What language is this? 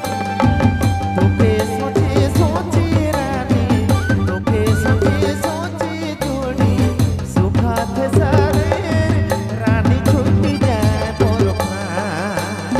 Sadri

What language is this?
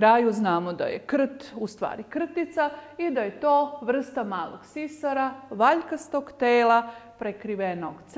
Serbian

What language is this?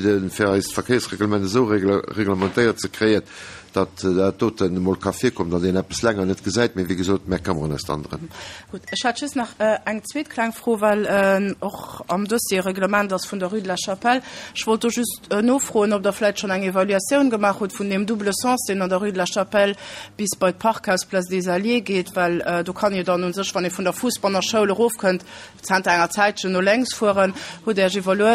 Luxembourgish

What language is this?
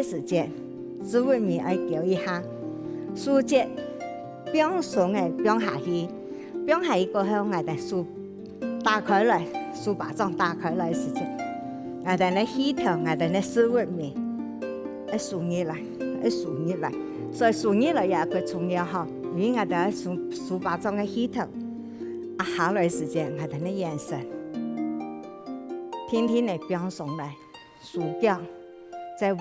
Hakka Chinese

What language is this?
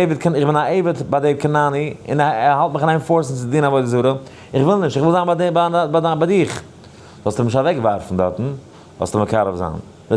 Yiddish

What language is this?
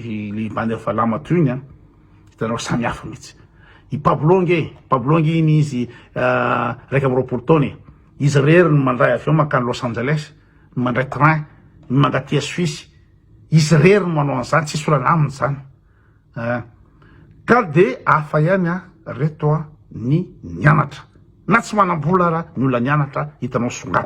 Malagasy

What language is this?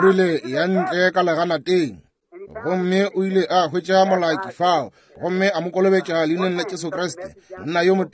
Northern Sotho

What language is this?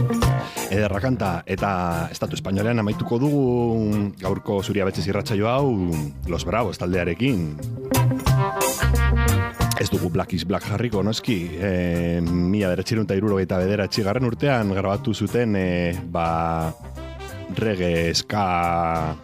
Basque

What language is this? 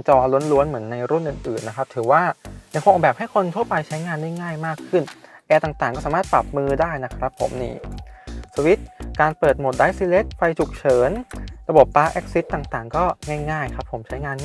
Thai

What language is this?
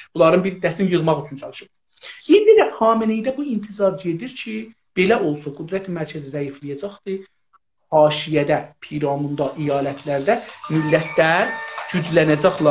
South Azerbaijani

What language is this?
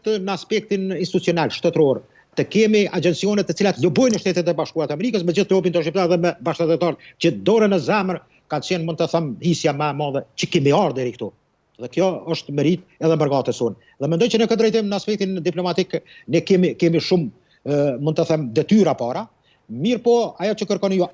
Albanian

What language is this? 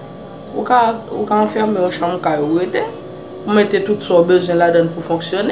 Haitian Creole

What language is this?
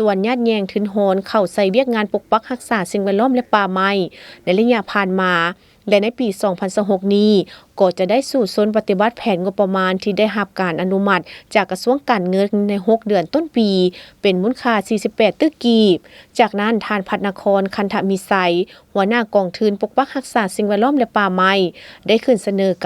Lao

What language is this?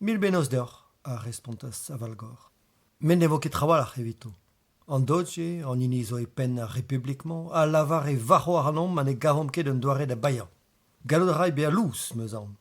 Breton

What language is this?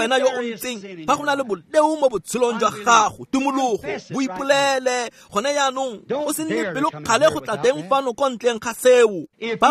Tswana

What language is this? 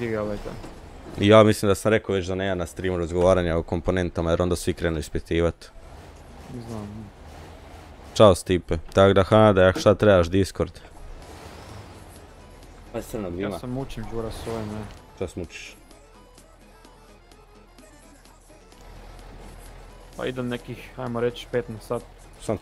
Croatian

